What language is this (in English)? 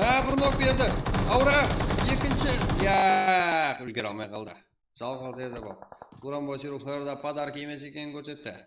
Kara-Kalpak